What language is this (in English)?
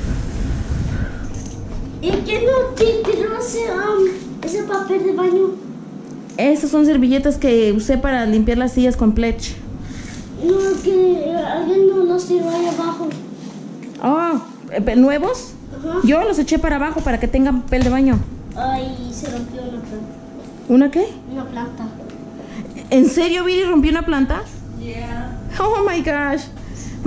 Spanish